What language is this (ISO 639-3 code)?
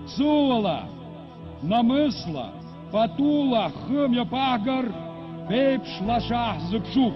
abk